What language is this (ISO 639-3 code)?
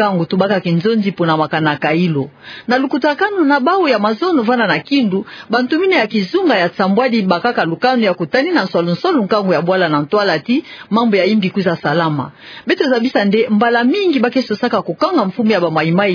ktu